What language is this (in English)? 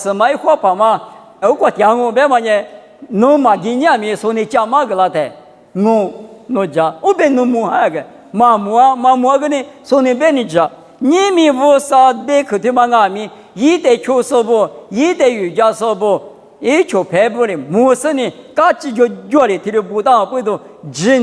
Lisu